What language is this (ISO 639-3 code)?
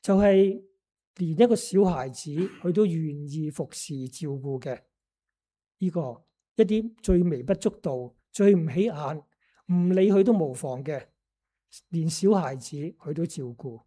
yue